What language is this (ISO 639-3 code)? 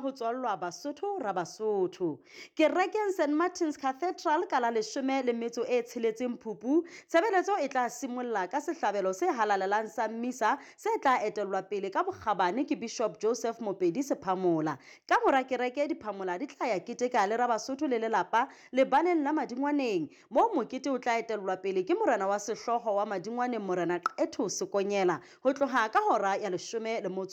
sot